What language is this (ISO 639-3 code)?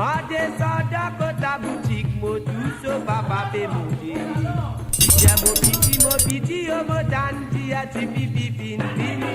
mfe